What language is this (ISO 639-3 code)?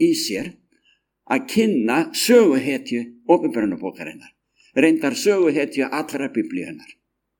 isl